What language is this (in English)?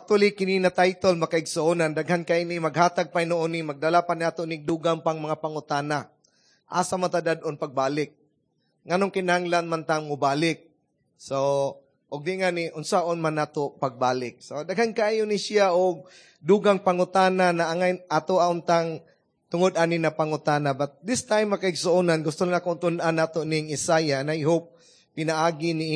Cebuano